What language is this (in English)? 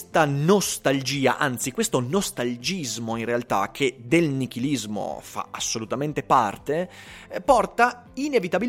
Italian